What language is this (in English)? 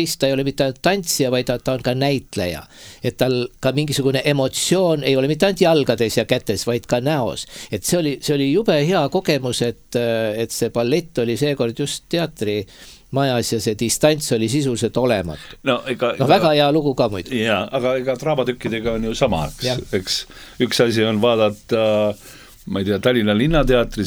Estonian